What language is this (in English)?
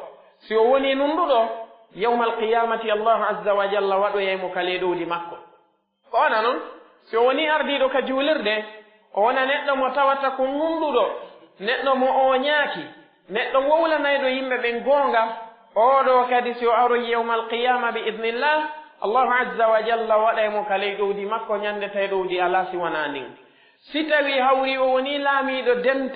Pular